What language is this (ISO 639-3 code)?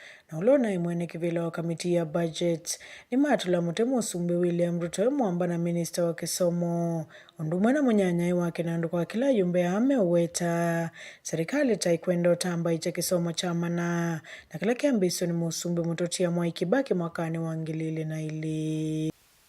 kam